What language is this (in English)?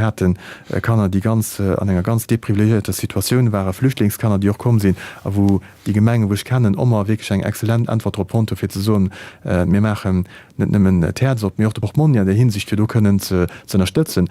Luxembourgish